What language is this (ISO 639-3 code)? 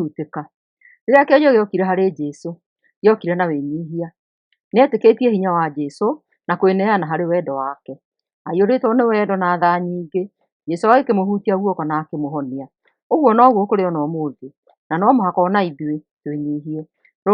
kik